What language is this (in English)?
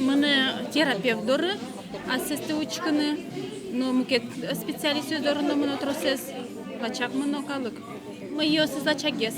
Udmurt